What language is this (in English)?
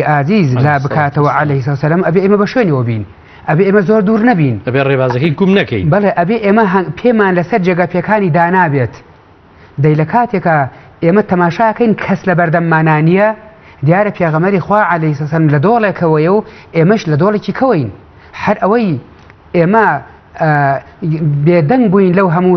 Central Kurdish